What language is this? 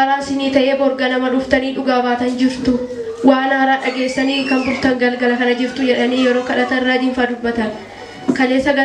Oromo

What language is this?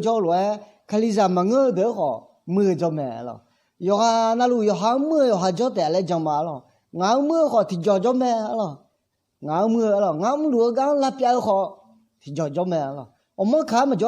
Akha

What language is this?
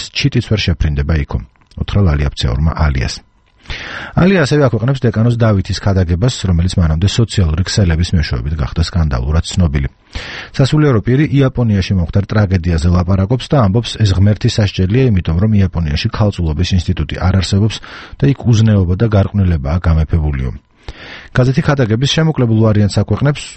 Georgian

